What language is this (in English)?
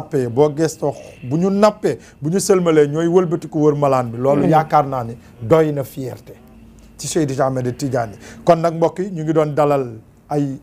Wolof